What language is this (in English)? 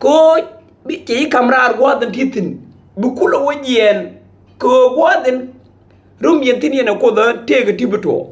Nuer